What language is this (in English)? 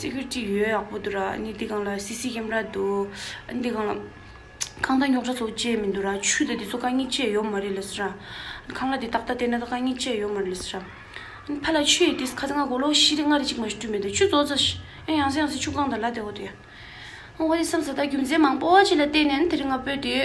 Tibetan